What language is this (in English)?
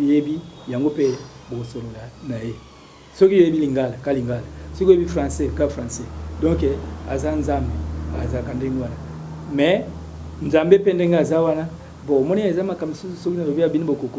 Lingala